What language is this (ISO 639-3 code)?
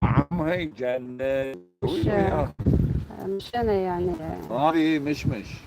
arq